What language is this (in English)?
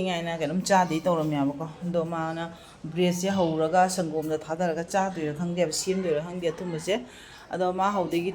Manipuri